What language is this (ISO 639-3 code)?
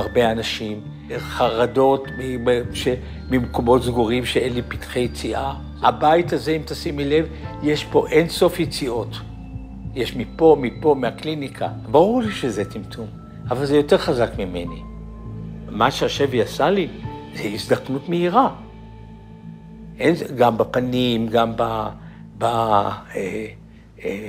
heb